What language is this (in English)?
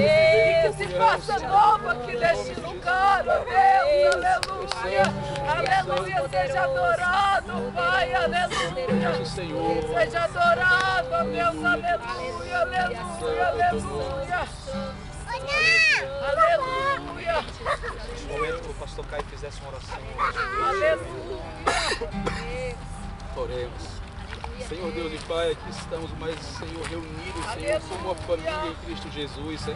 Portuguese